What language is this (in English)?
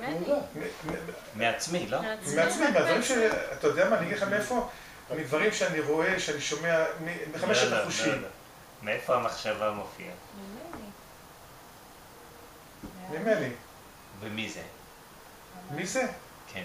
Hebrew